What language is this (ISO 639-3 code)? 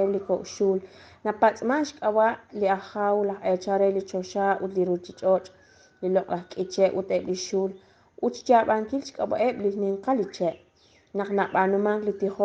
kek